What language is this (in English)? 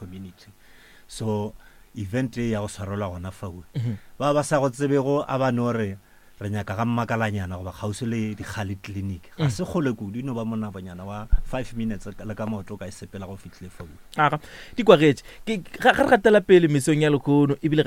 Northern Sotho